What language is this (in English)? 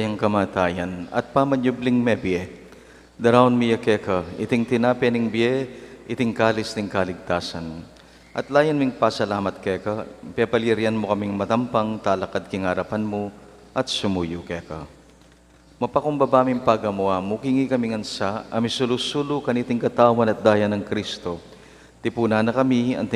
Pampanga